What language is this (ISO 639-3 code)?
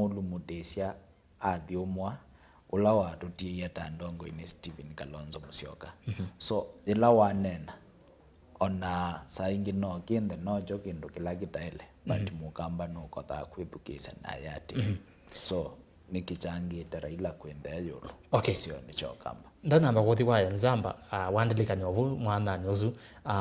kam